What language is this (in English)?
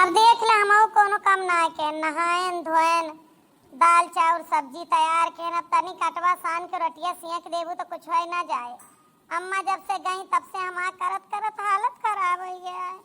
Awadhi